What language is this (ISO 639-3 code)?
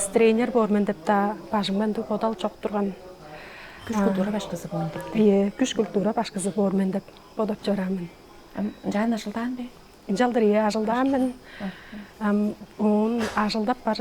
tyv